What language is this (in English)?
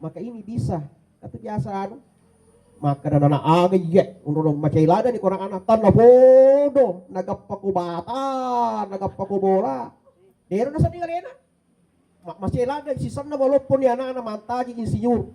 Buginese